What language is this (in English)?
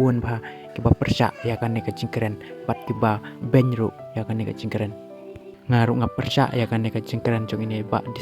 Khasi